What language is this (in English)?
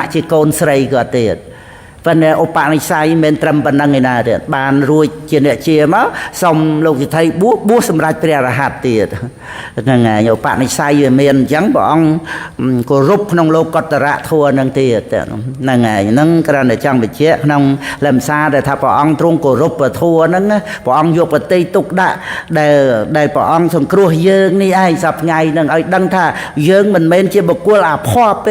Khmer